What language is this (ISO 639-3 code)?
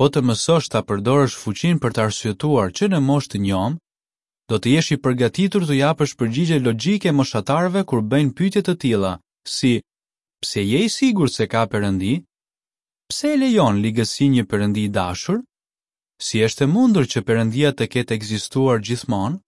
sqi